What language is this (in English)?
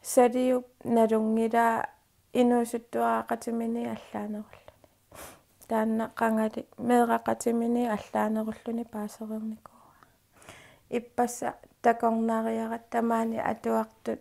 Kalaallisut